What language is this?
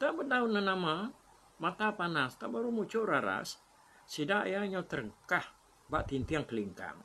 Iban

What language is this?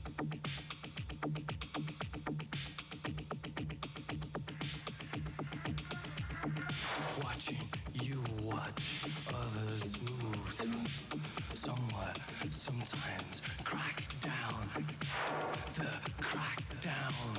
English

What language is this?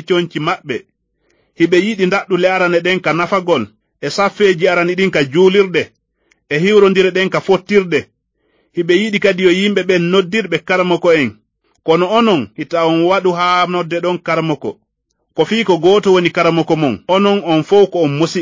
Fula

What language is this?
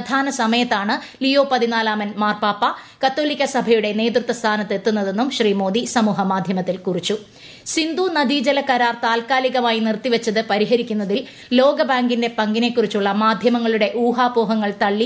Malayalam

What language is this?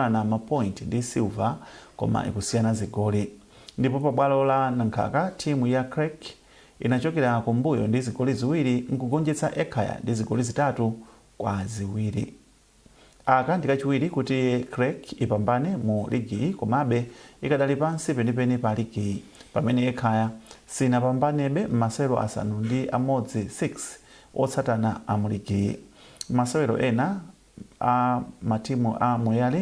Nyanja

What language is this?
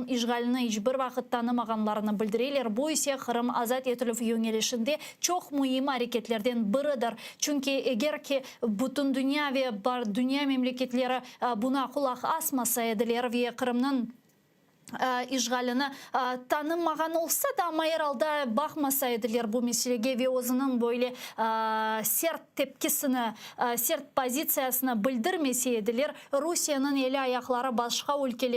Crimean Tatar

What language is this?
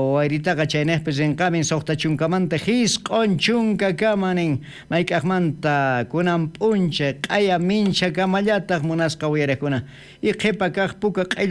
South Bolivian Quechua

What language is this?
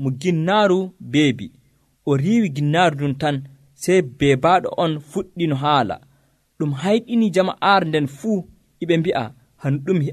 Nigerian Fulfulde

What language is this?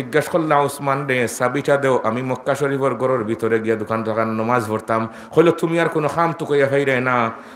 Sylheti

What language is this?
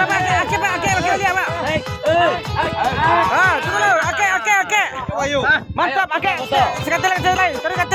Minangkabau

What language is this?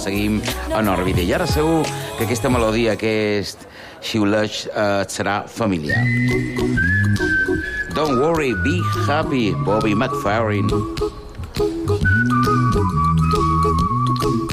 Catalan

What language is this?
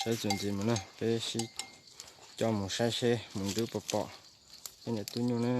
Hmong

